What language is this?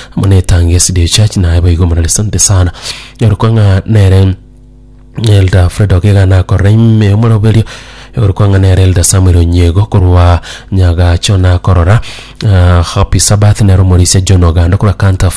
Gusii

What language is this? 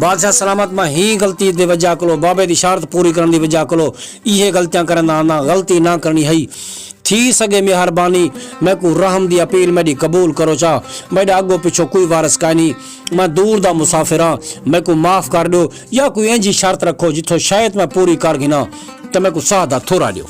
Saraiki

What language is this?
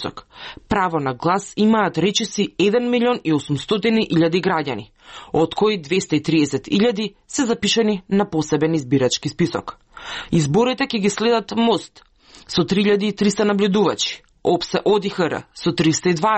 Macedonian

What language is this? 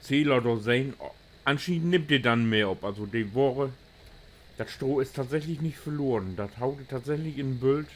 Low German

